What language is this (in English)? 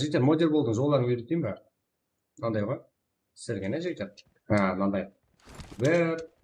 Kara-Kalpak